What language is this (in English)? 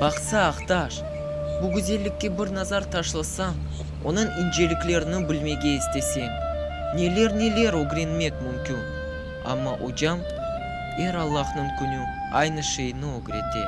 Crimean Tatar